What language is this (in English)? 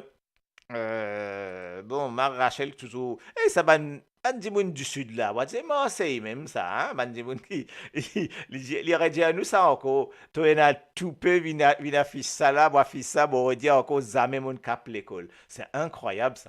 Morisyen